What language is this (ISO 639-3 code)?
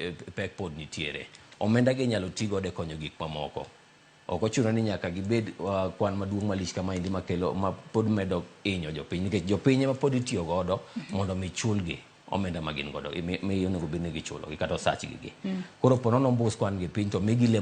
luo